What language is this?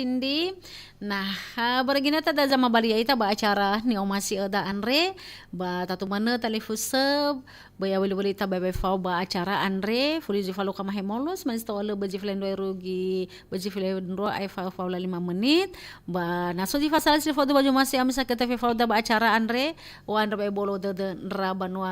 Nias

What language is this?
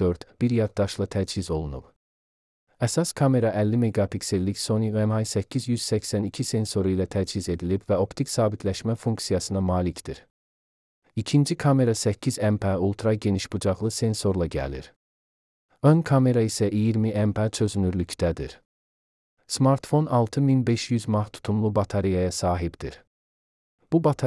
Azerbaijani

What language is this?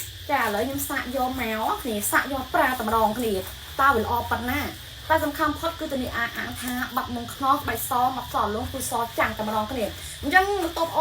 Khmer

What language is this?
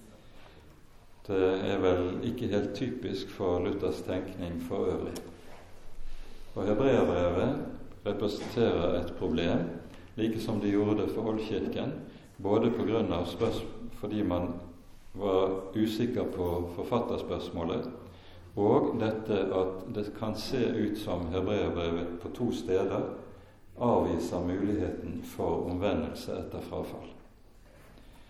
Norwegian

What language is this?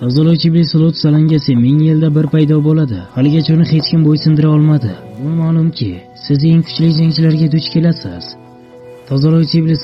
Uzbek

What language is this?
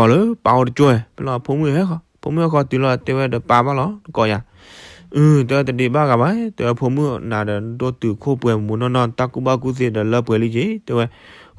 S'gaw Karen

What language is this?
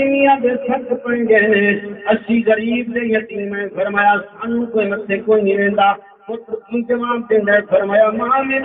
Saraiki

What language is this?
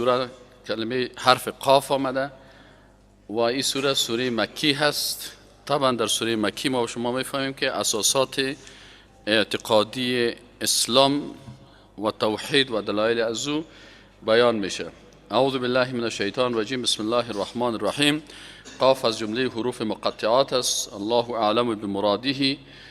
Persian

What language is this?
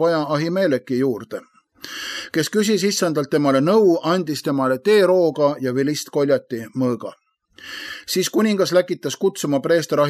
Estonian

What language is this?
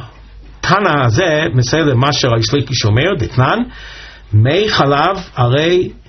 Hebrew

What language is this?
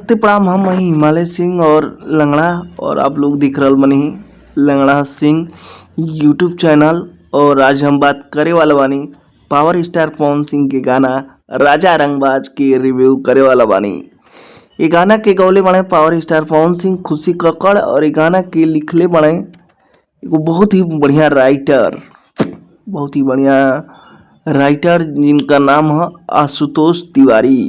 Bhojpuri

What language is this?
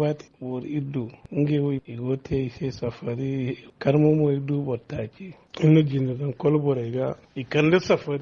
Zarma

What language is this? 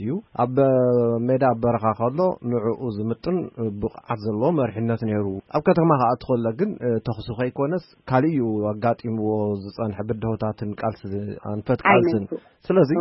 Tigrinya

